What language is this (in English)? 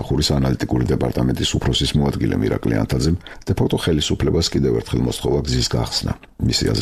Georgian